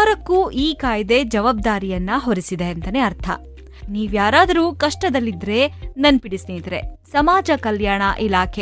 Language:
Kannada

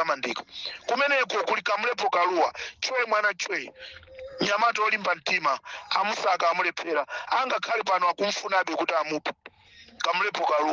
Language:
Nyanja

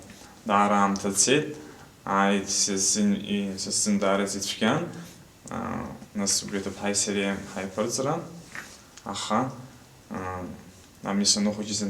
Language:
Abkhazian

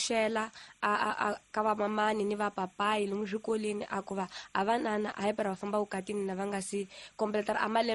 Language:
Tsonga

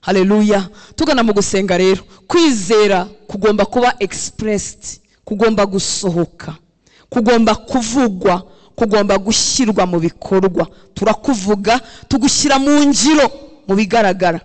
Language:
Kinyarwanda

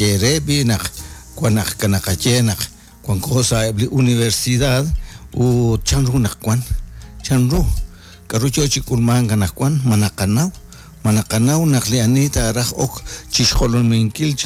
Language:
Kekchí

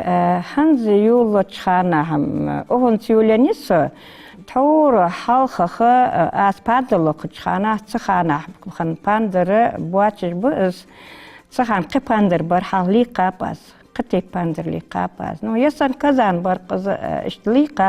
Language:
Ingush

